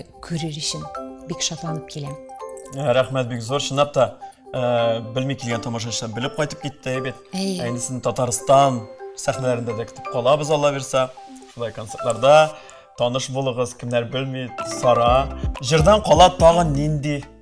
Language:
Tatar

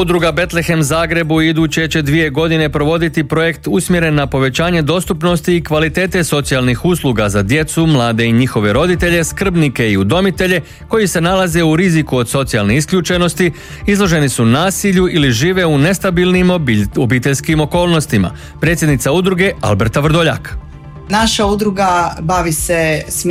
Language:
Croatian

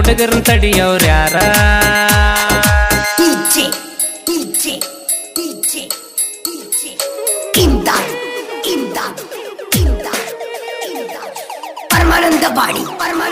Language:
Kannada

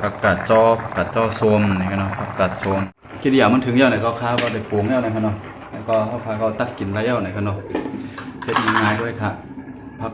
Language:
Shan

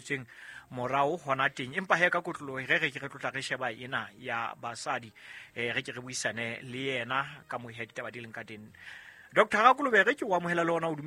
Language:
Southern Sotho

